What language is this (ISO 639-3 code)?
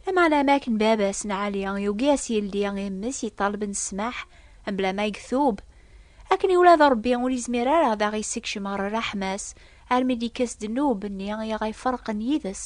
kab